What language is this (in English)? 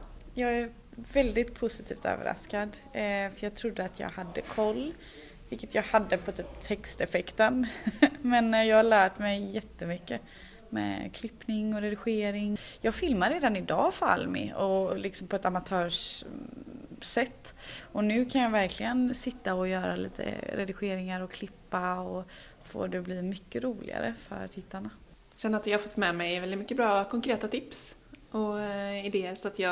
Swedish